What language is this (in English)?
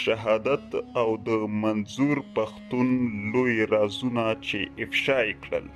Pashto